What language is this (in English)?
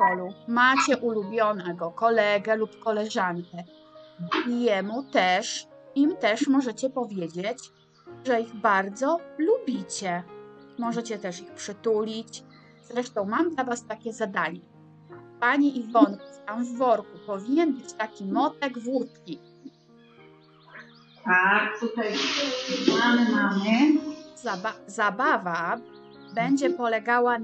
Polish